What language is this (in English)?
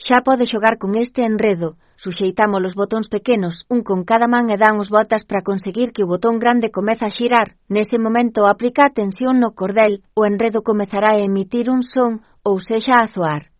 Galician